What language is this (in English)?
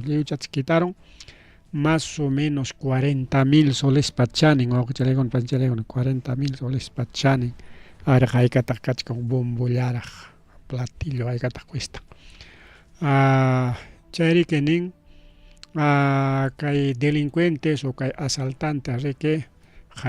Ayacucho Quechua